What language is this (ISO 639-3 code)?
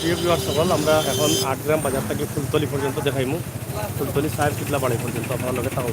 syl